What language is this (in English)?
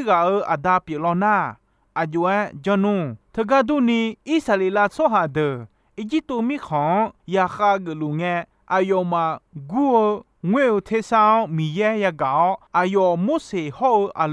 Akha